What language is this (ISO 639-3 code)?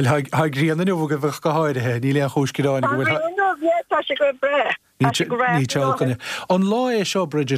gle